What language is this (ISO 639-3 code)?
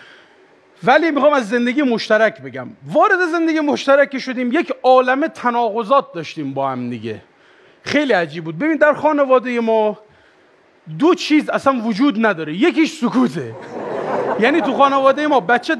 fas